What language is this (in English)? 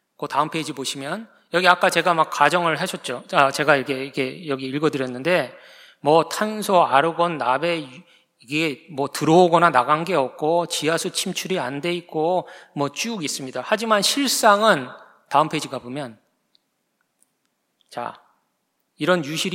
Korean